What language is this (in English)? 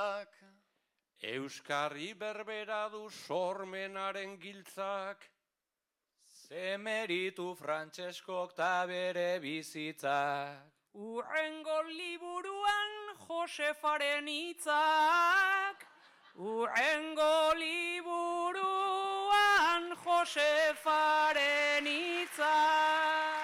Basque